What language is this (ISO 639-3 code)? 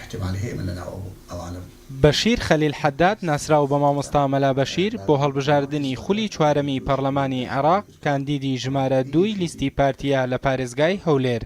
ckb